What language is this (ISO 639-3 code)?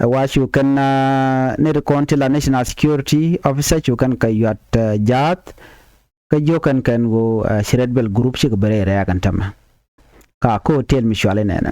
nus